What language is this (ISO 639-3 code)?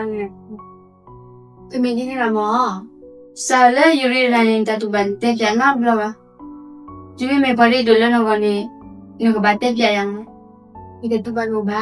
ksw